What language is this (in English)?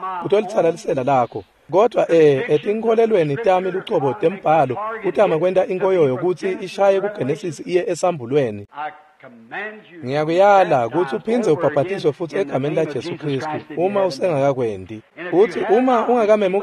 Swati